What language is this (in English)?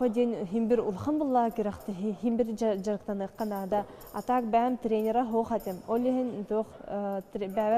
Yakut